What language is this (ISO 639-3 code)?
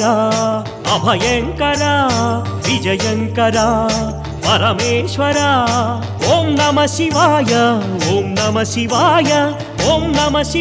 tel